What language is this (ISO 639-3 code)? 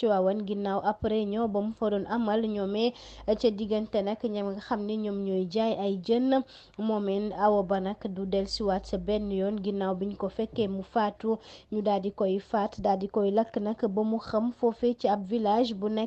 wol